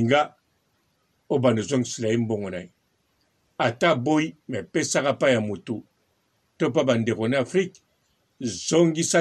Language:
Lingala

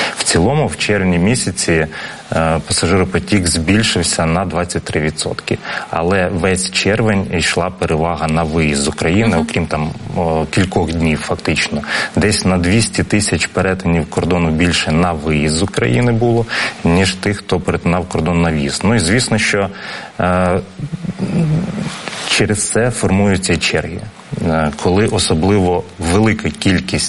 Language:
Ukrainian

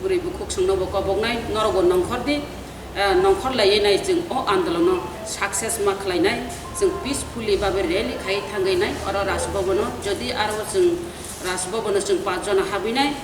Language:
Kok Borok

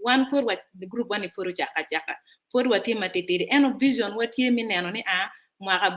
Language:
Acoli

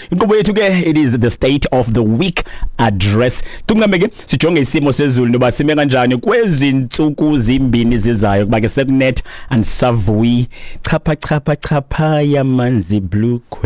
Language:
Xhosa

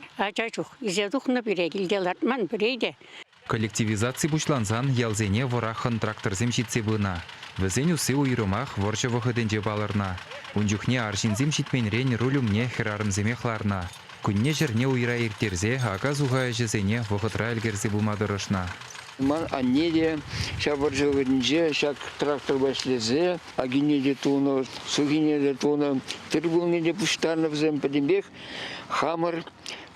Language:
Chuvash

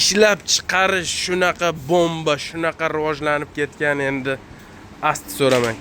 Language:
Uzbek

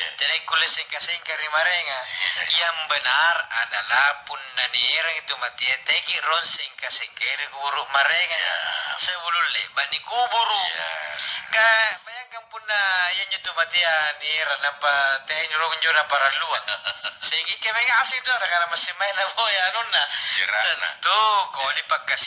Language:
Makasar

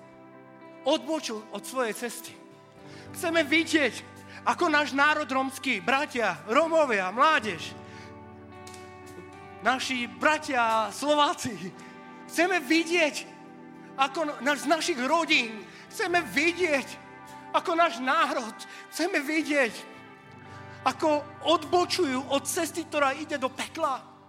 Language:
Slovak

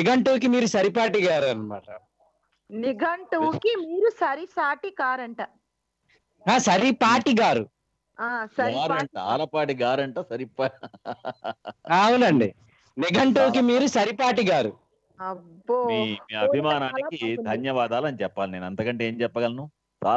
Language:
Telugu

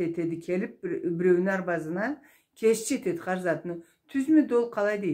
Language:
Karachay-Balkar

